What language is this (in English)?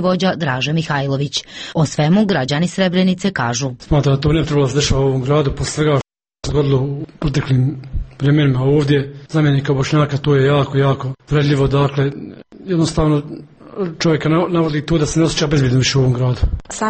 Serbian